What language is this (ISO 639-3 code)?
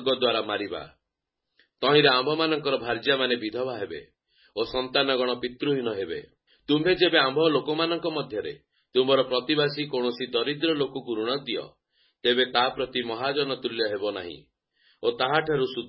ori